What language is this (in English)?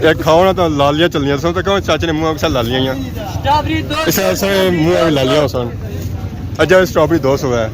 Pahari-Potwari